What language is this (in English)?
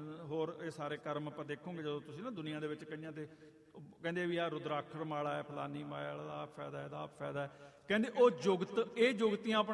Punjabi